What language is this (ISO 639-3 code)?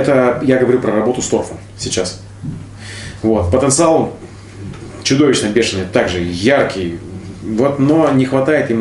rus